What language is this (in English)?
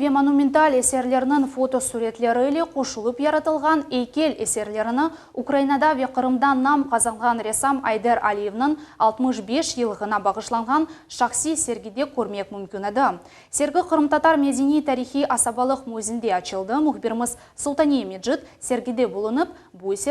Crimean Tatar